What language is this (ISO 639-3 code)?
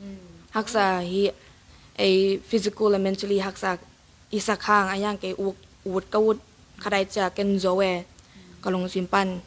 ctd